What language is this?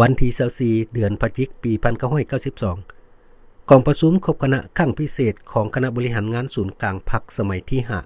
Lao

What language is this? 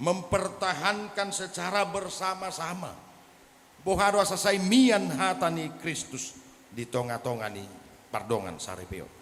Batak Toba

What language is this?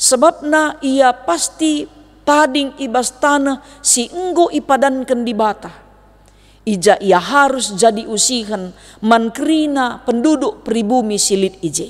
Batak Karo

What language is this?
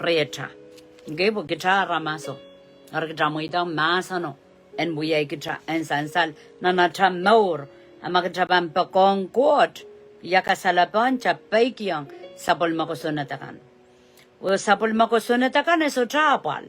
Pohnpeian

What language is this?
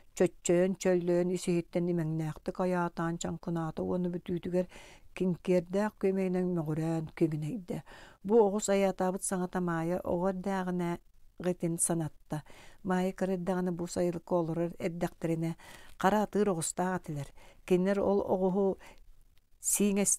Yakut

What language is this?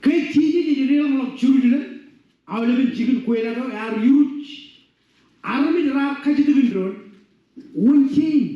Marshallese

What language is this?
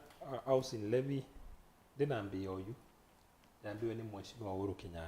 Kamba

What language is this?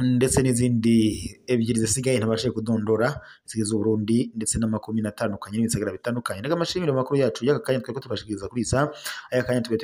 Rundi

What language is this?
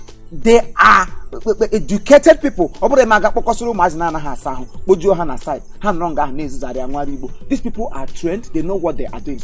Igbo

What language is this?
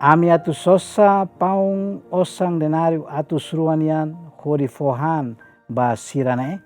Tetum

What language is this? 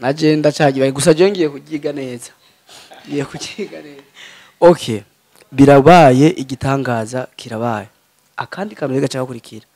Rundi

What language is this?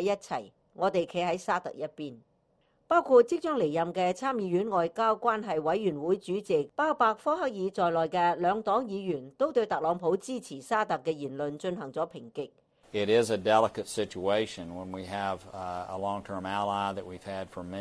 Cantonese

